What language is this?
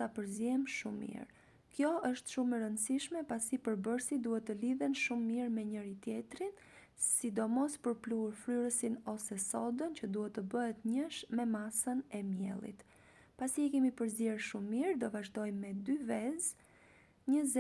Albanian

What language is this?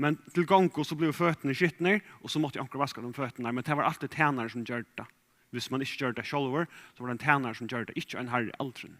Faroese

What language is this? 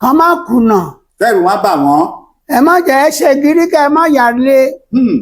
Yoruba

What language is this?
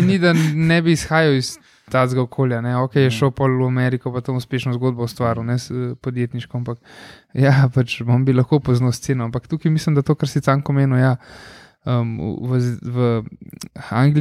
Slovenian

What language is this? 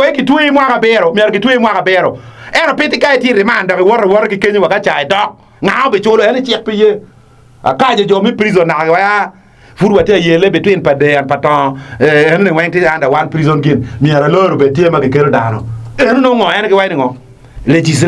Acoli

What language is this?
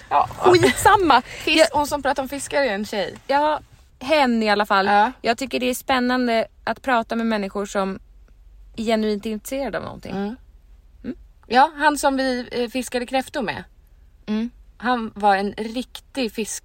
Swedish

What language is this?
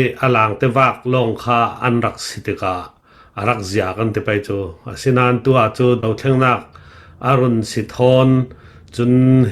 Falam Chin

